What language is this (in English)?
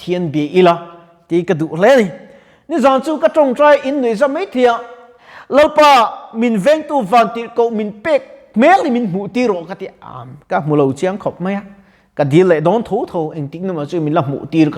Mizo